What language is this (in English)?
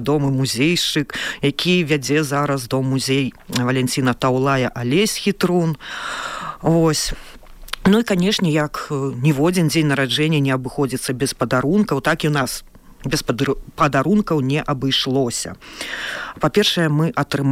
Belarusian